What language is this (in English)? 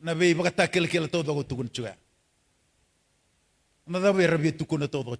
Fijian